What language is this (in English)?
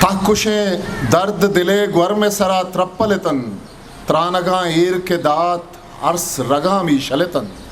Eastern Balochi